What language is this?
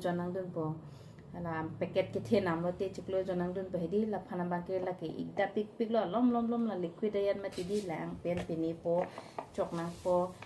Karbi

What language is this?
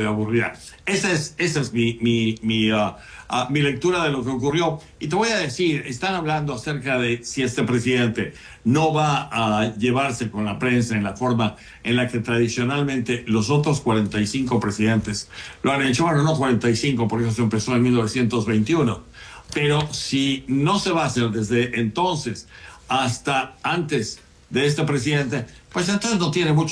Spanish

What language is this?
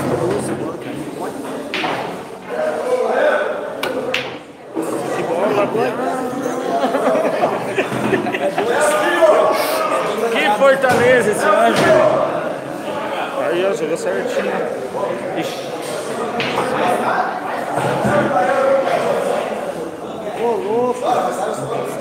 Portuguese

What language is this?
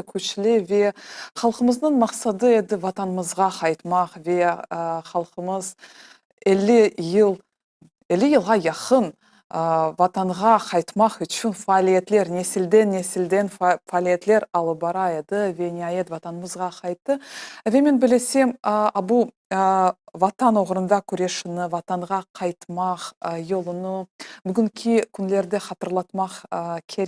Crimean Tatar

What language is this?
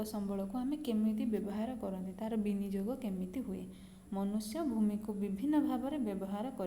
Odia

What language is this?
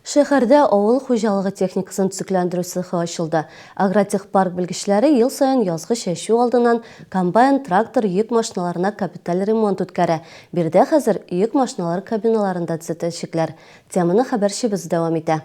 Tatar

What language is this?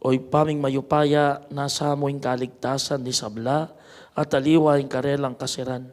Pampanga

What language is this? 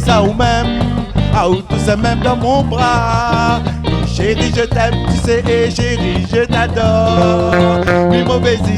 Réunion Creole French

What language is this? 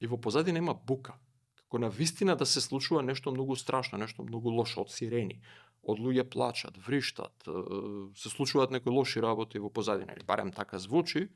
Macedonian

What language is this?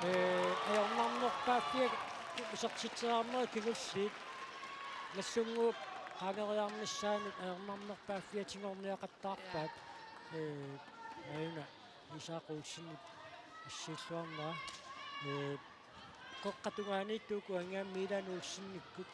Kalaallisut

